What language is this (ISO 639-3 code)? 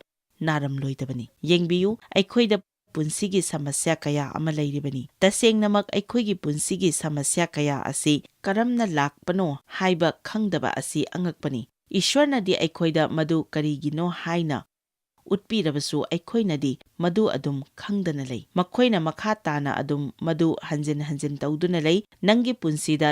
mni